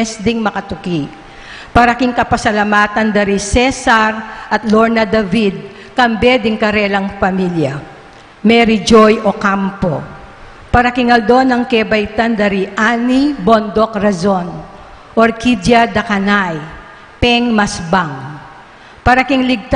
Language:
Pampanga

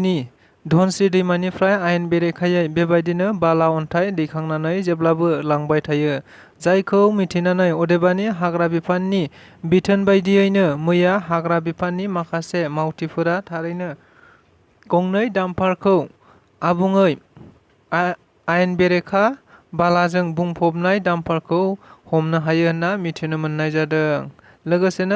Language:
Bodo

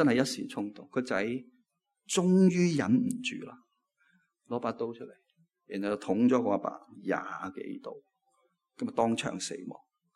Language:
Cantonese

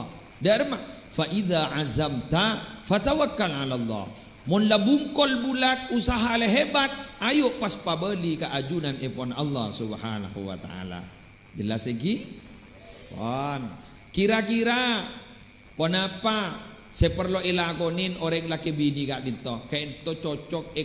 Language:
Madurese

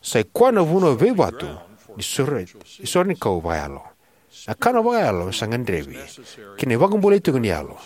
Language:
Fijian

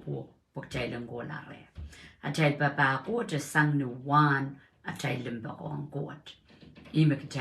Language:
Pohnpeian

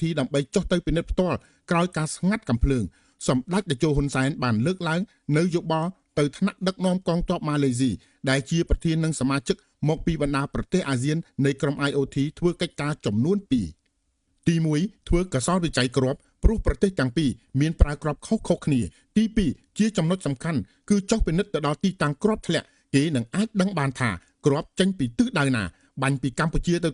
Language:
Khmer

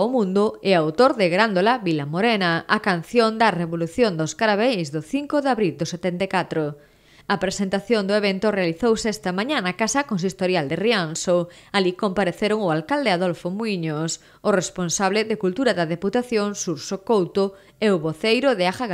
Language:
Galician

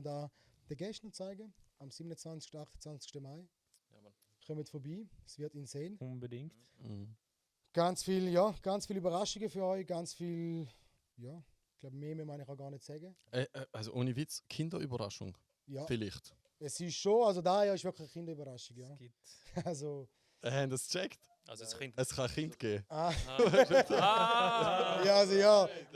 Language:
Swiss German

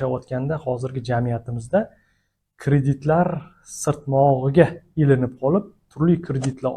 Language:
Uzbek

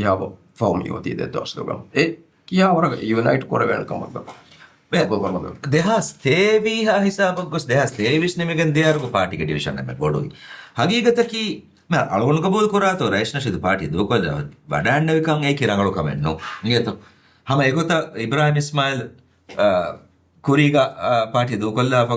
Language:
Divehi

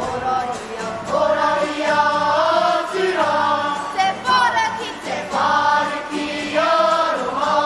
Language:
Māori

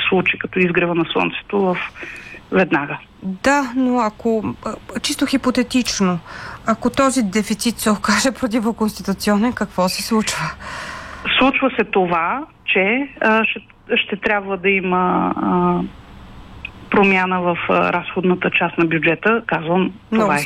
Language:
Bulgarian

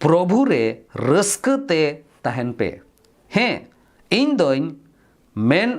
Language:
Santali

